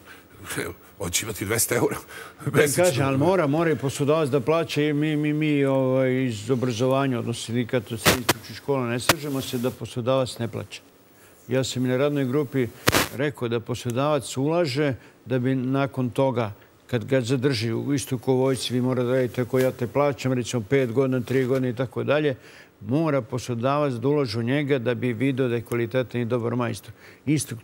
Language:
Serbian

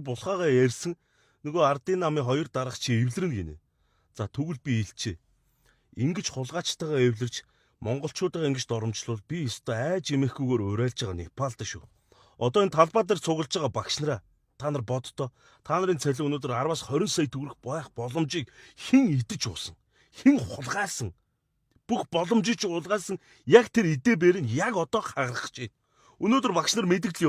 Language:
Mongolian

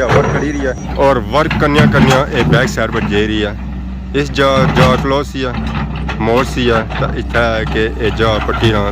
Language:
Pahari-Potwari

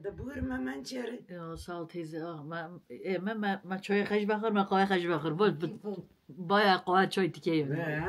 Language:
Kurdish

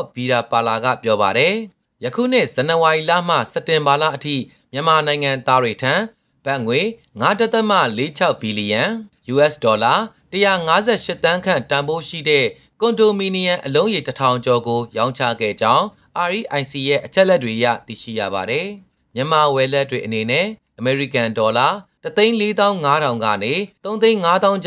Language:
Burmese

